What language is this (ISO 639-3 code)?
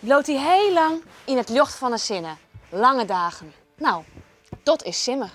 fry